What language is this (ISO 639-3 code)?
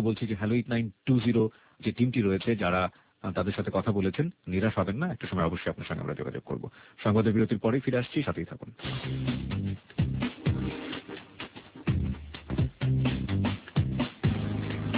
ben